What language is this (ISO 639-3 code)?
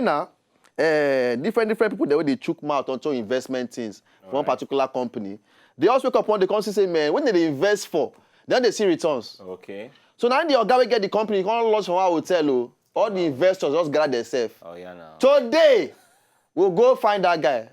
pcm